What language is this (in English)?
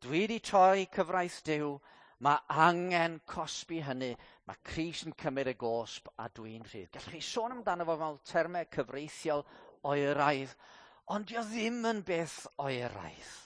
Welsh